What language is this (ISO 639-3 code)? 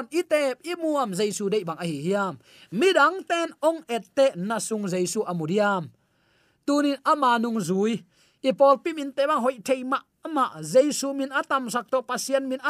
ctd